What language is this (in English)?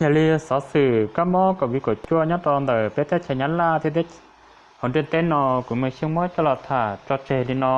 Hmong